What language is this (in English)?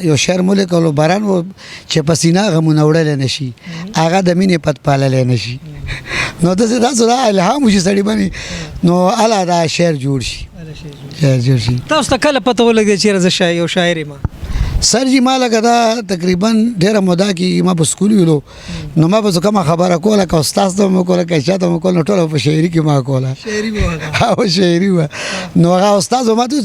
Pashto